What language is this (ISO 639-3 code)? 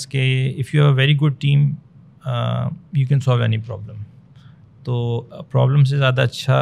urd